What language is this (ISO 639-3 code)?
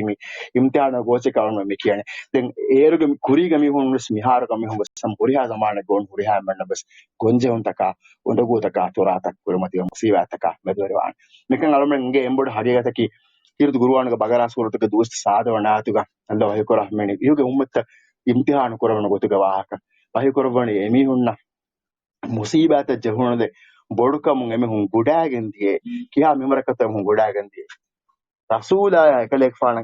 div